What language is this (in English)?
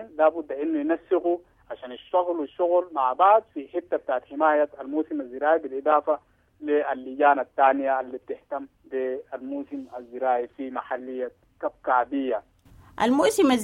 Sudanese Arabic